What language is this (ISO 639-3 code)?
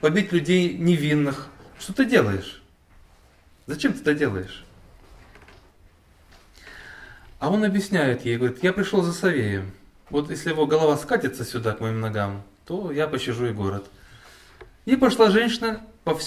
rus